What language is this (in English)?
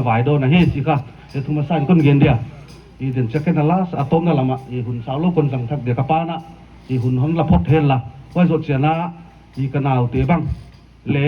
Paite Chin